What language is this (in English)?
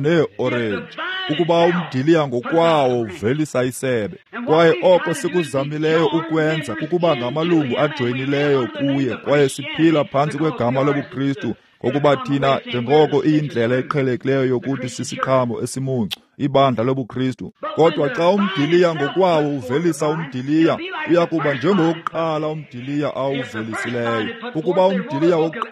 Xhosa